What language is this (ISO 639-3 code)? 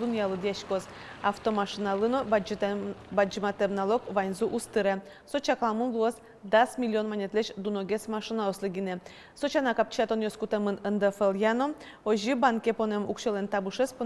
udm